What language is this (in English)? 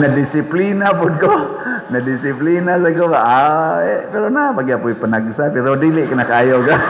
Cebuano